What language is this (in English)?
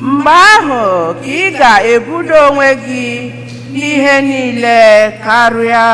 Igbo